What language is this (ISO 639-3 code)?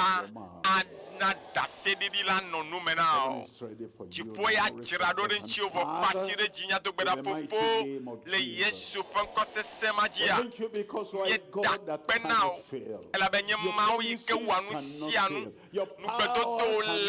ewe